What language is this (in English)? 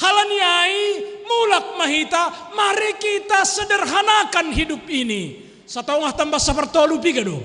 Batak Simalungun